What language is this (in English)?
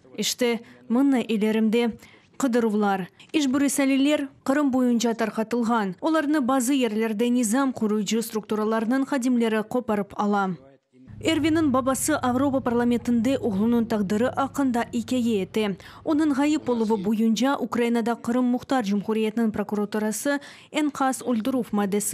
Crimean Tatar